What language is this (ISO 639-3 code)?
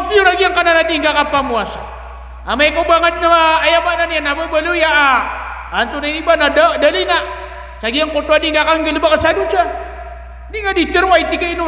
mrw